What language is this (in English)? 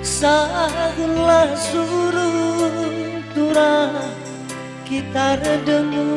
Batak Karo